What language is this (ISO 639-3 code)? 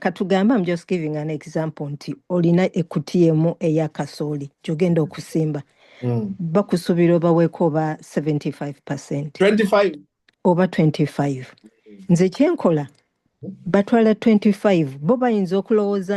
lug